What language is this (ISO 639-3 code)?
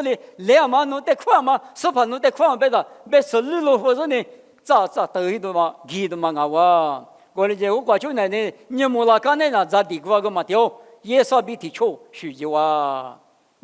lis